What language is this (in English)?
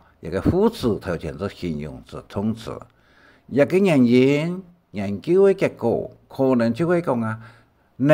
Hakka Chinese